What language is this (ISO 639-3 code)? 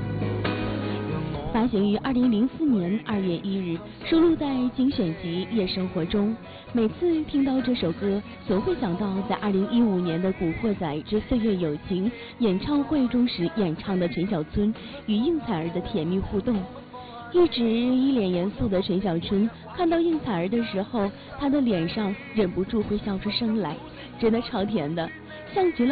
zho